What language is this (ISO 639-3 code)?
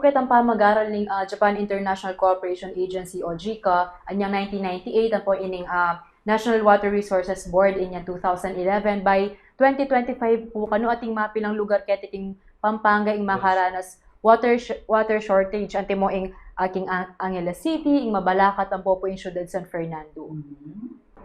pam